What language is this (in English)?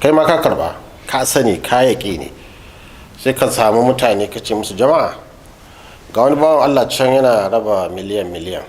Hausa